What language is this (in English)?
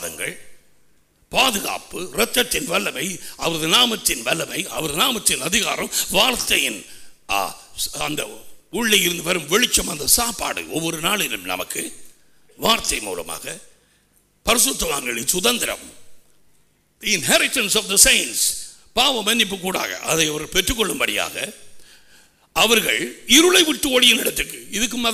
Tamil